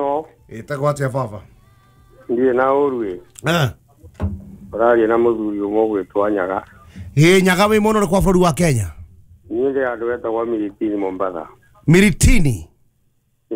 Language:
Kikuyu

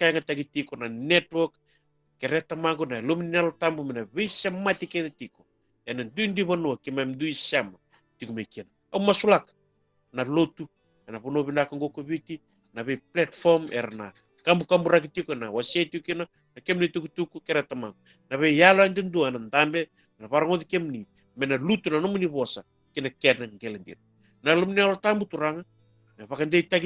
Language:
Fijian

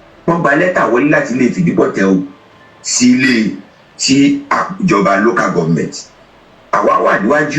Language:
Yoruba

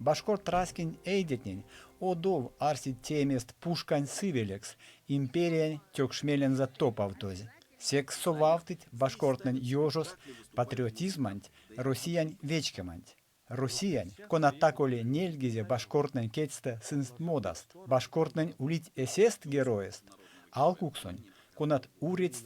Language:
Erzya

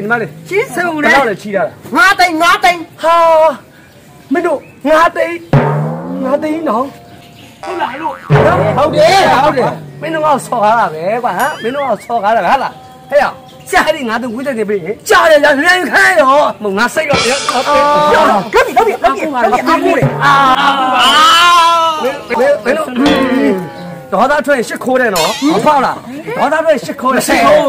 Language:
Burmese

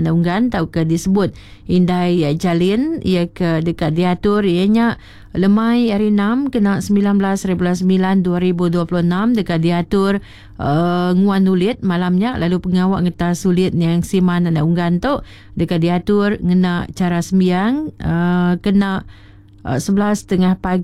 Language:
Iban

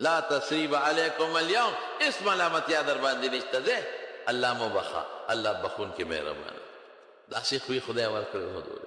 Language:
Pashto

